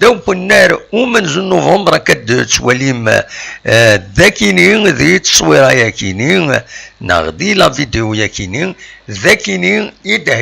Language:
Kabyle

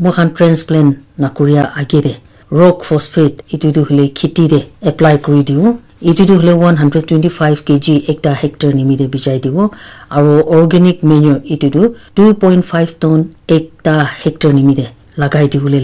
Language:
Naga Pidgin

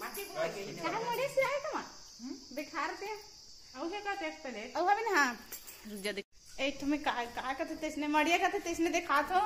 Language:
Chhattisgarhi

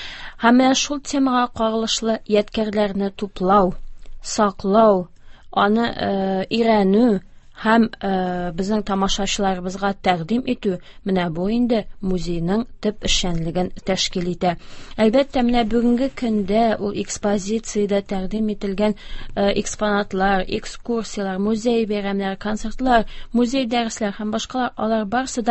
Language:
Tatar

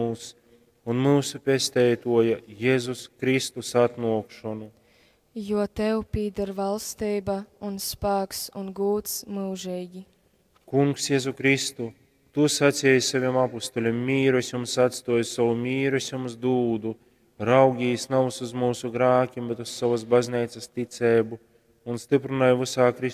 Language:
Latgalian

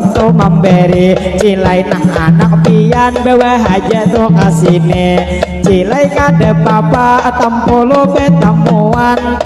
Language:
Banjar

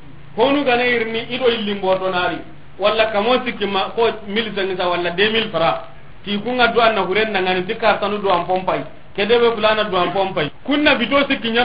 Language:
Soninke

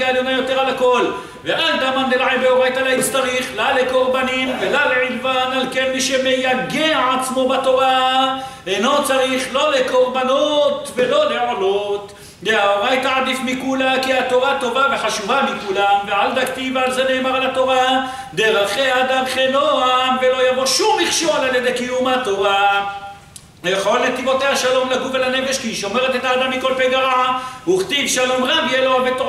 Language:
Hebrew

